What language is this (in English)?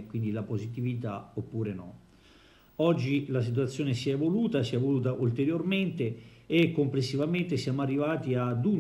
Italian